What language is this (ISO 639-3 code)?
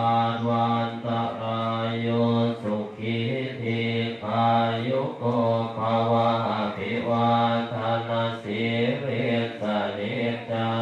pli